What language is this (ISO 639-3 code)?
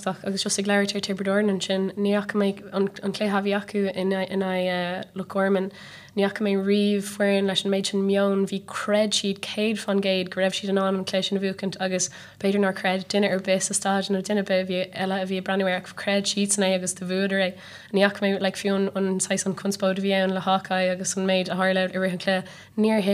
gle